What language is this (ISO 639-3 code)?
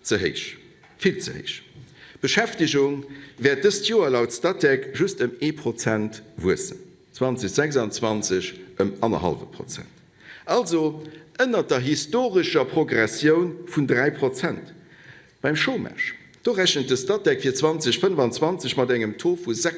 ltz